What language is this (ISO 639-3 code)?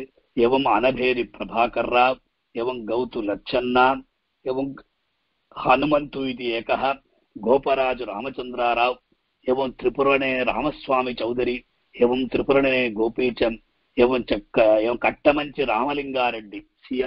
san